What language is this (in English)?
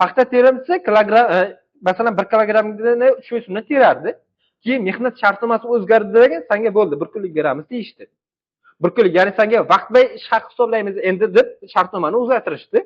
Uzbek